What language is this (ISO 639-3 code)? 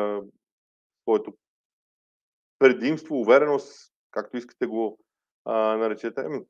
bul